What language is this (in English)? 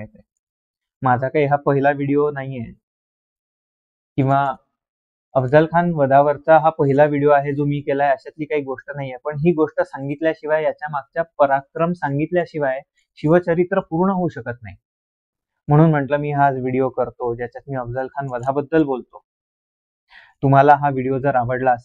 Marathi